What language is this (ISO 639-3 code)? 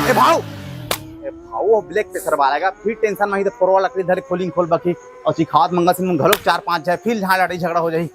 hne